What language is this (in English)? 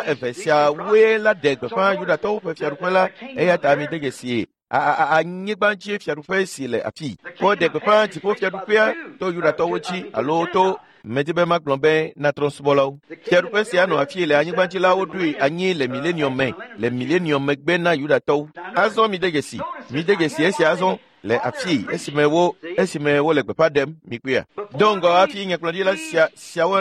Ewe